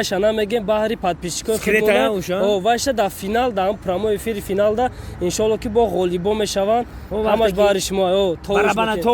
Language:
Tajik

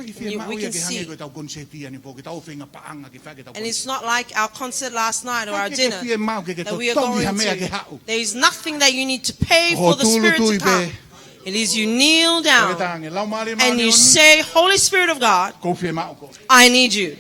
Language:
Tongan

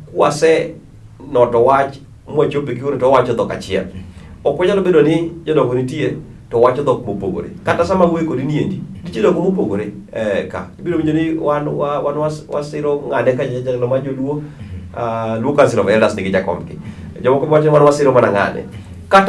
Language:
Luo (Kenya and Tanzania)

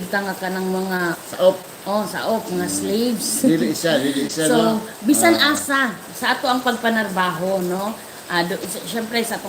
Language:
Cebuano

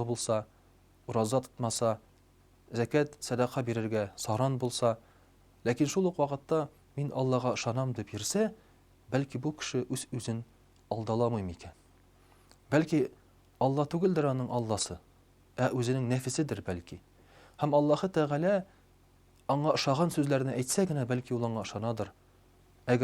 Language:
Tatar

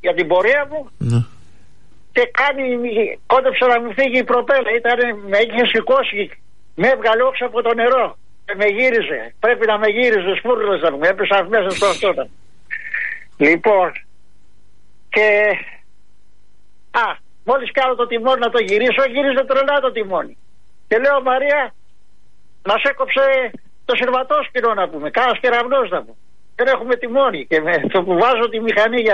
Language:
Greek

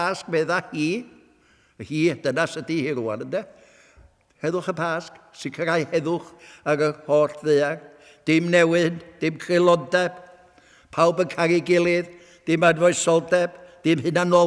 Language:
Welsh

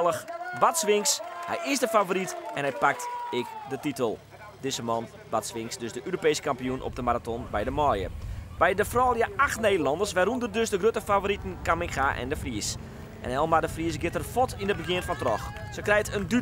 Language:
Western Frisian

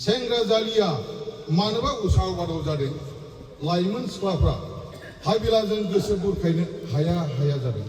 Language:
Bodo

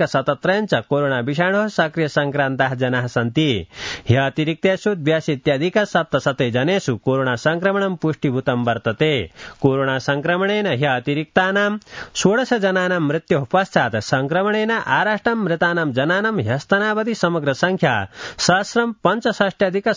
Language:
Sanskrit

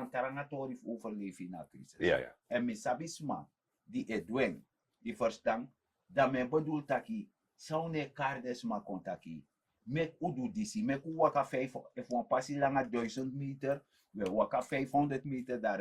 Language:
Sranan Tongo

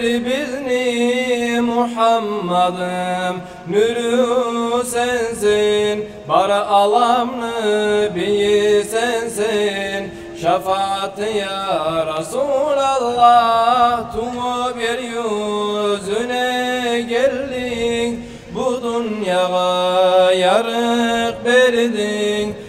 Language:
Kumyk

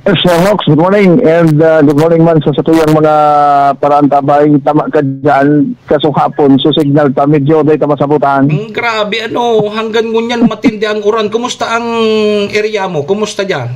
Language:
Bikol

